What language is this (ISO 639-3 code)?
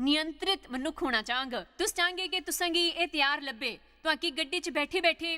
doi